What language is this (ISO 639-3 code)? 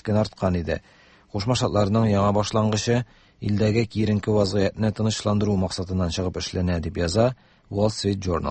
tat